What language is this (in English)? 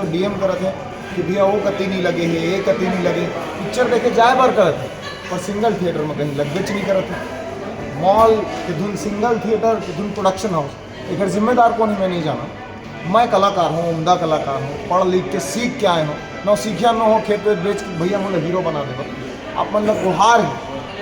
Chhattisgarhi